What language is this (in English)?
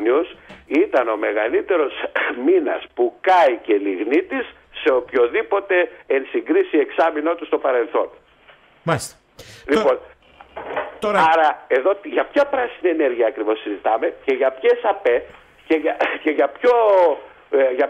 Greek